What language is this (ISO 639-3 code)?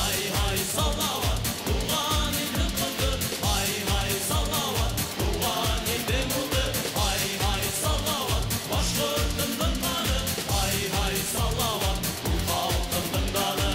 bak